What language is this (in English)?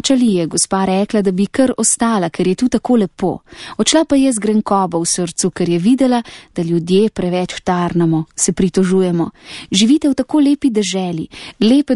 Slovenian